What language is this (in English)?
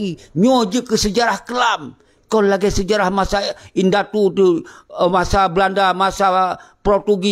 Achinese